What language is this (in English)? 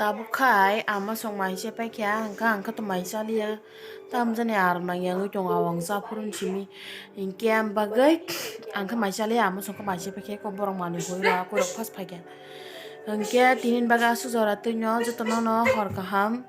Kok Borok